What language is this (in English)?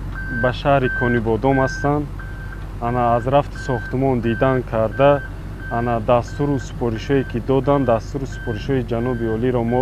Tajik